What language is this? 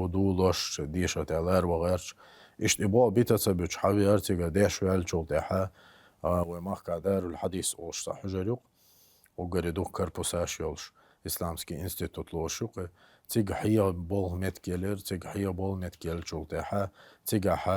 Chechen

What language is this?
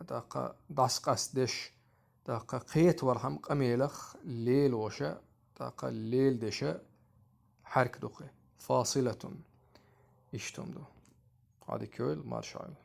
Chechen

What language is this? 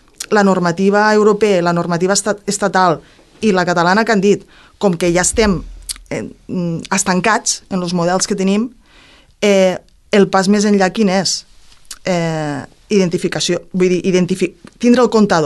Catalan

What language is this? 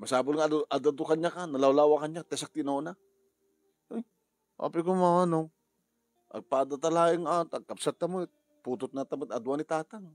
Iloko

